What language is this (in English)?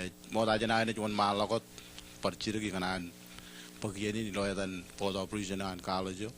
Marshallese